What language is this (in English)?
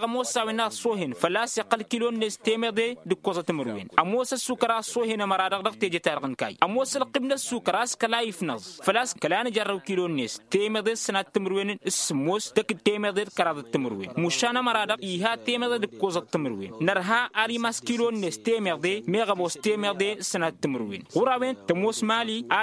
Tamasheq